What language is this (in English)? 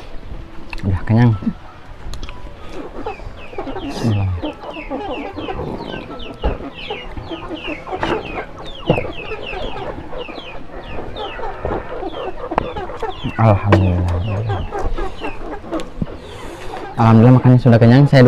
Indonesian